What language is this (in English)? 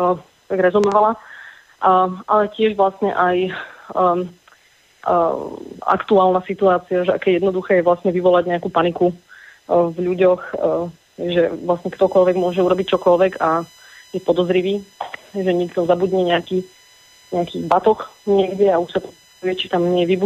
Slovak